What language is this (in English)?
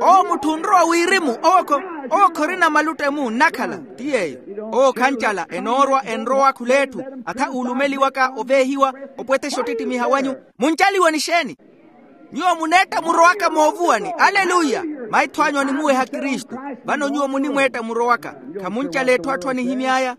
Makhuwa